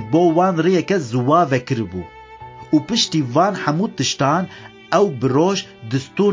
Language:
Kurdish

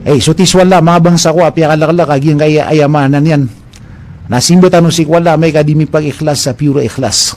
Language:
Maranao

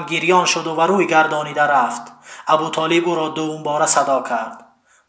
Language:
Tajik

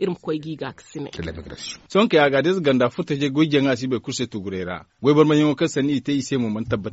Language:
Zarma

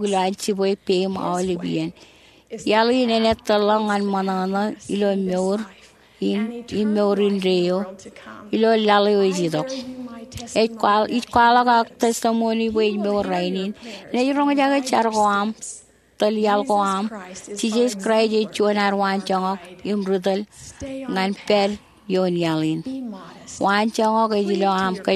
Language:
Marshallese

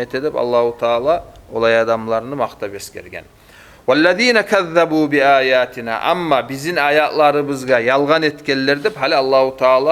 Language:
Kumyk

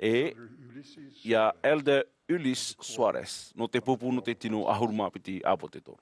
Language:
Tahitian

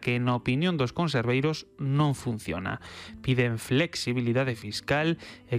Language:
Galician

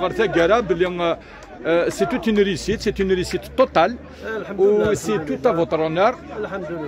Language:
Kabyle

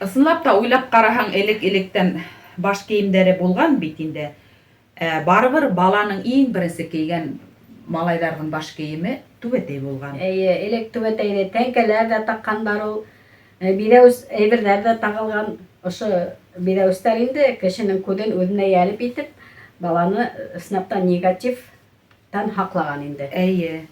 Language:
Bashkir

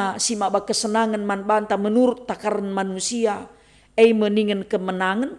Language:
Batak Karo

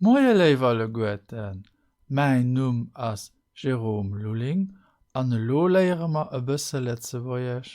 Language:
Luxembourgish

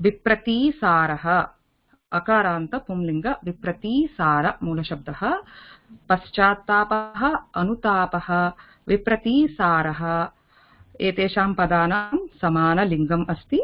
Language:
Sanskrit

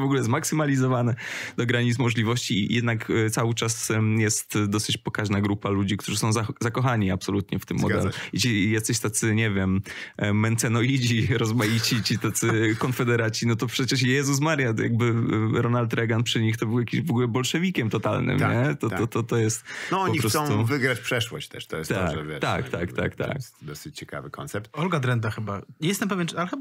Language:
Polish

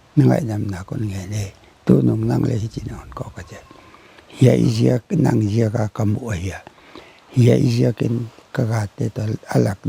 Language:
Paite Chin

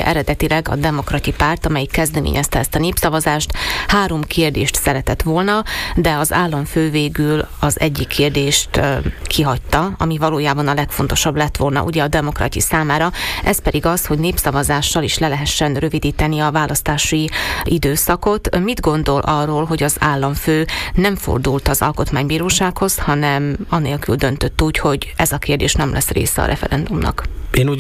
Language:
Hungarian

